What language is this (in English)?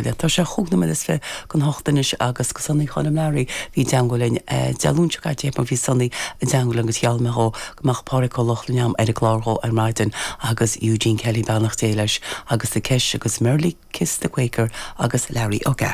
Irish